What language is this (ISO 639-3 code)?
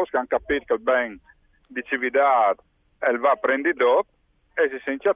fur